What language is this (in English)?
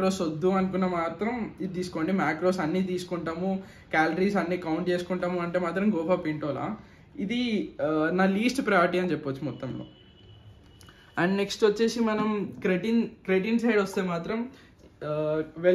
Telugu